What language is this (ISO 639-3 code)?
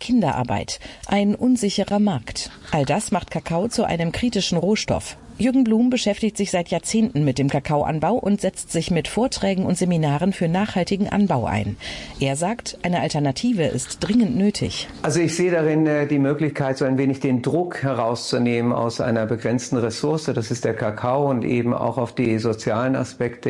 deu